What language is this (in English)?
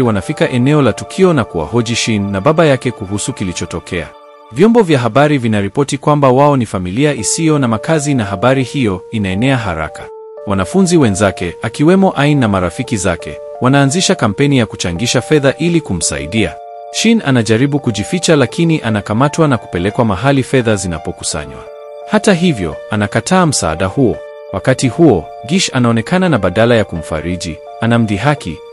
Swahili